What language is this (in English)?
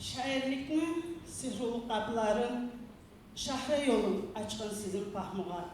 Kumyk